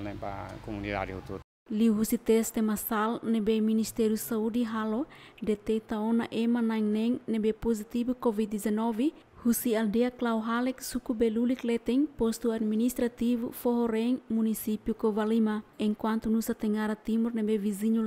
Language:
Tetum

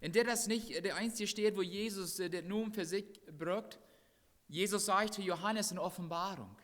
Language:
Plautdietsch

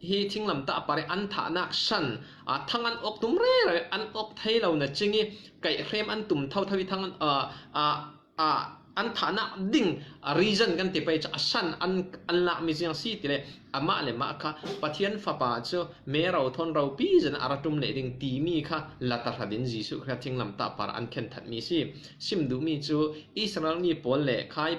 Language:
Falam Chin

